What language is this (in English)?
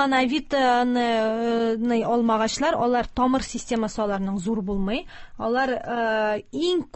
Tatar